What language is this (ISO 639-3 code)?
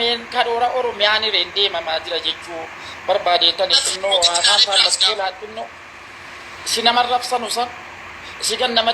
orm